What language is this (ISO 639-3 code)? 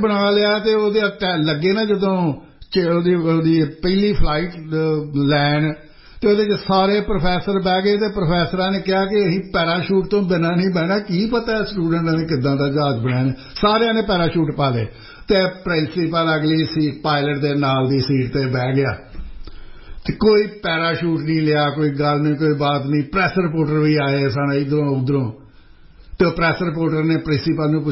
pan